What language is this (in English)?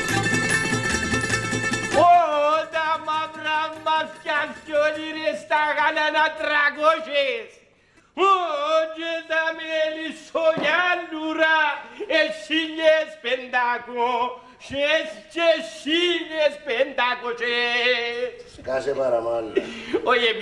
Greek